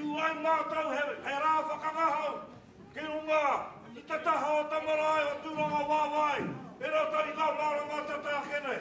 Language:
Māori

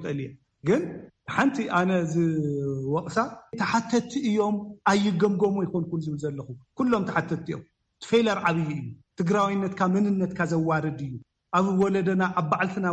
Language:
Tigrinya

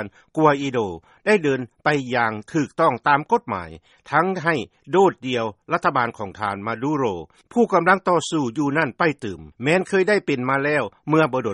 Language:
Lao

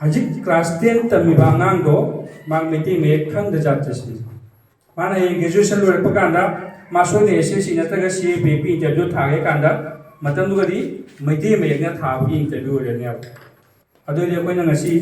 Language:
Manipuri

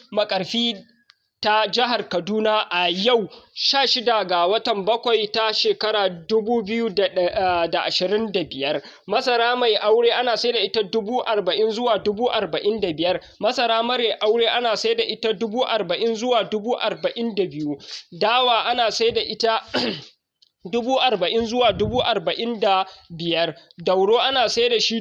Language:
Hausa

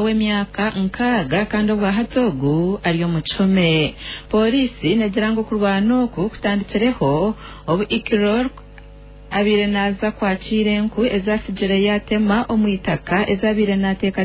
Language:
Nyankole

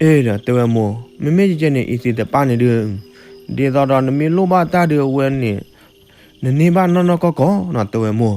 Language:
S'gaw Karen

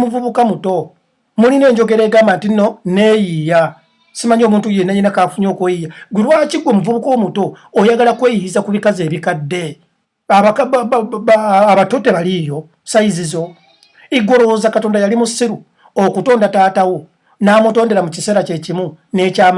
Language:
Ganda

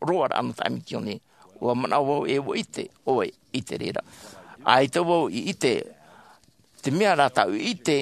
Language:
Tahitian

